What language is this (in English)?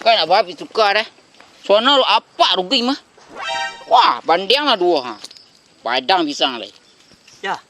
Minangkabau